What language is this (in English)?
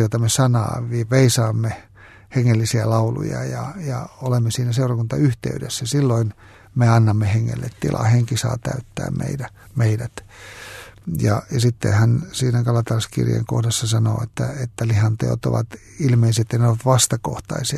Finnish